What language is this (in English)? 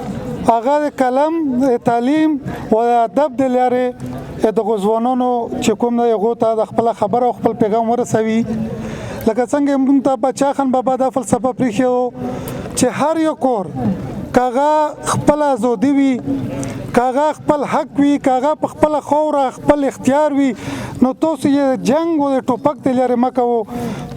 Pashto